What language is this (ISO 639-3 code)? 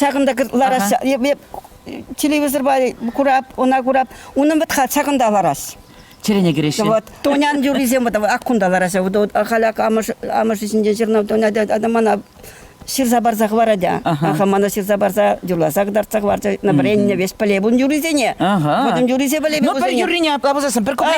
chv